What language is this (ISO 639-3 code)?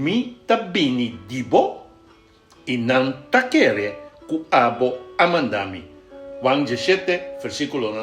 pap